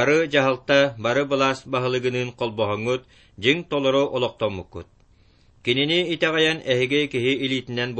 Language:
Yakut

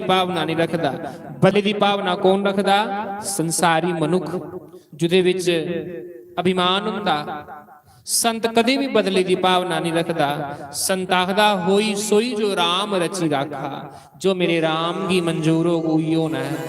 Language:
Dogri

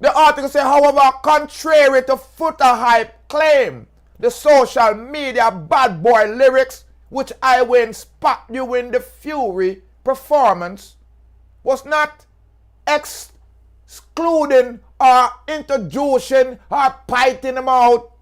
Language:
Jamaican Creole English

